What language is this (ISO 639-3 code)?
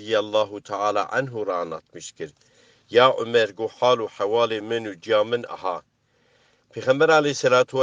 kur